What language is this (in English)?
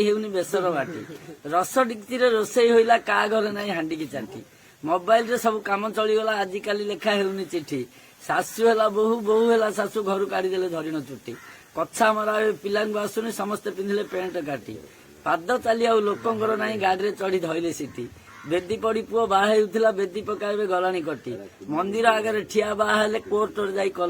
Odia